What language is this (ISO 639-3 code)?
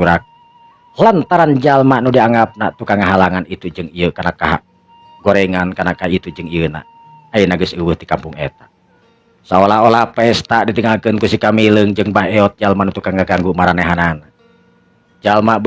sun